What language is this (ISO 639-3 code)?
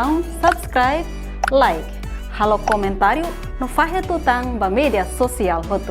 tet